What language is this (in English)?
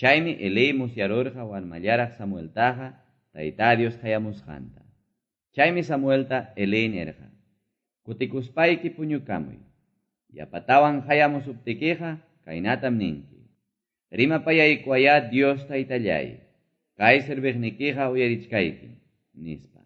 Quechua